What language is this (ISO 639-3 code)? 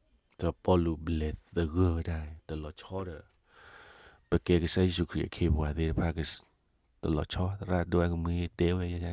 ksw